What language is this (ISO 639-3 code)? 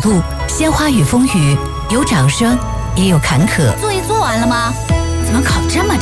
zho